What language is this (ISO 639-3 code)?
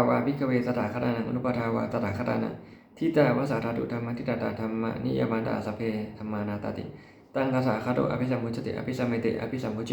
pli